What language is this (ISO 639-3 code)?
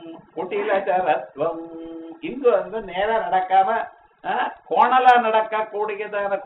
tam